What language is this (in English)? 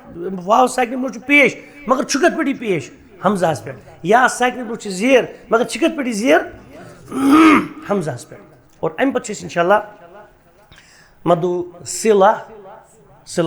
Kashmiri